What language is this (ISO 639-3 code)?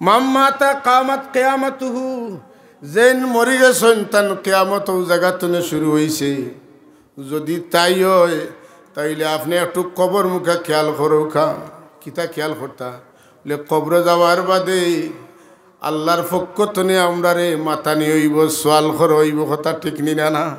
syl